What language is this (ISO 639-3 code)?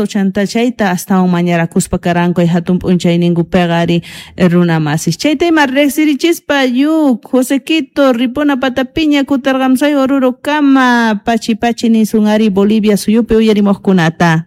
quh